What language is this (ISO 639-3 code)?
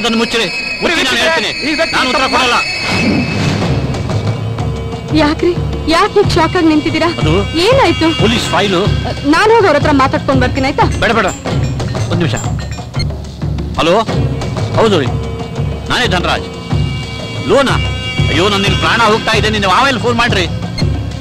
kan